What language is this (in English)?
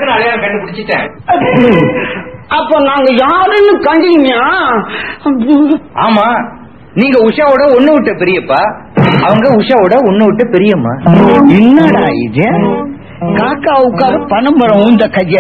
Tamil